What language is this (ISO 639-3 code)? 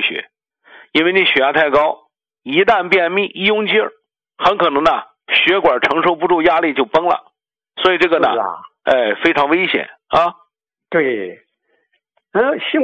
zho